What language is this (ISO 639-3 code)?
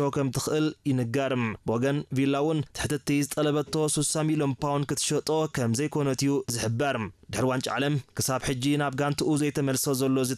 tir